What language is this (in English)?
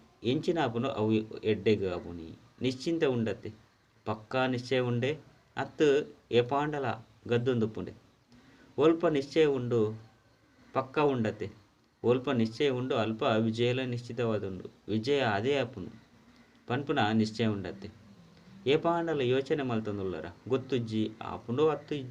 Tulu